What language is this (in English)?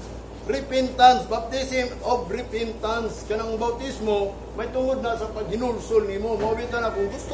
Cebuano